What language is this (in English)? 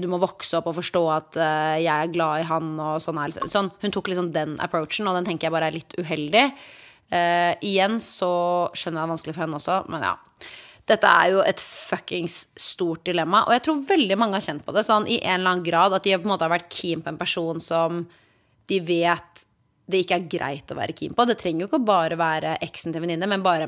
Norwegian